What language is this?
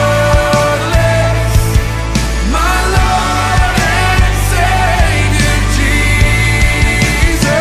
Filipino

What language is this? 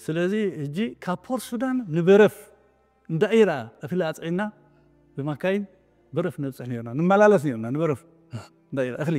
Tigrinya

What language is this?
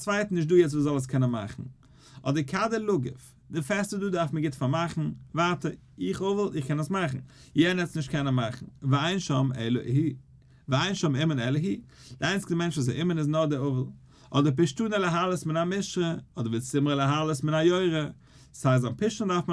Yiddish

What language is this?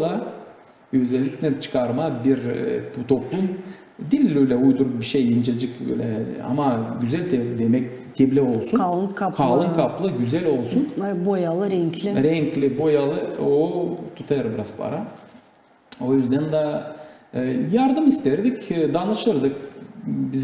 Gagauz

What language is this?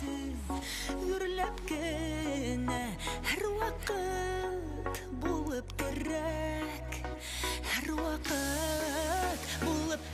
Bashkir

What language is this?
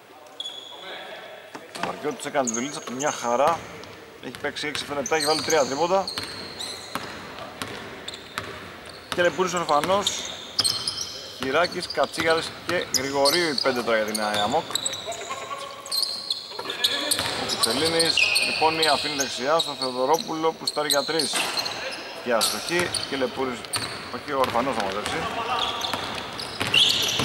Greek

